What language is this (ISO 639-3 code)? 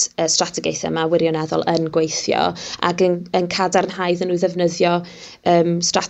cym